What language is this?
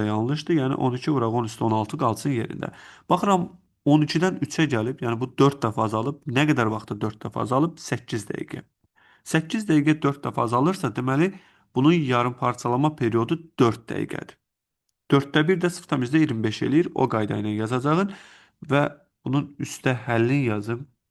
Azerbaijani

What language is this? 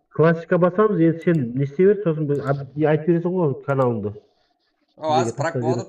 Kara-Kalpak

